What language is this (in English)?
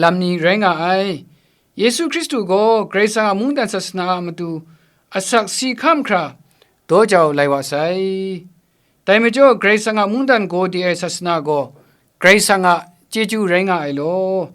Kachin